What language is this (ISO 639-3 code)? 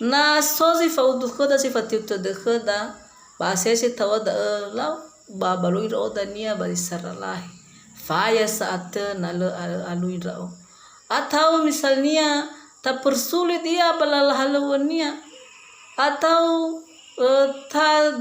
nia